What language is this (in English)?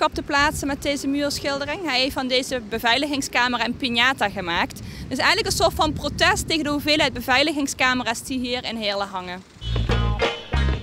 Dutch